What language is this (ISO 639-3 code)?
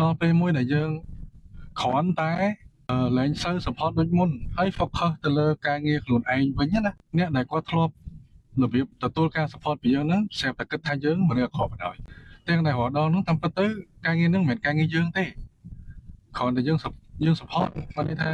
khm